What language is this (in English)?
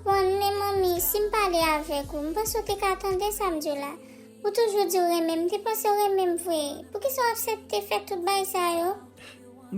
Haitian Creole